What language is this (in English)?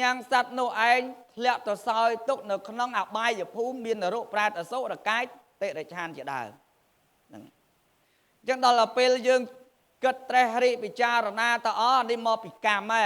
Khmer